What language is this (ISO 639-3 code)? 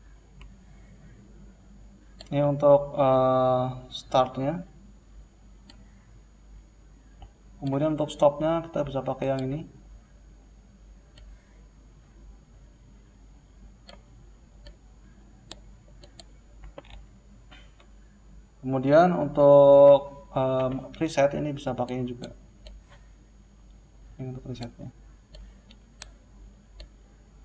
ind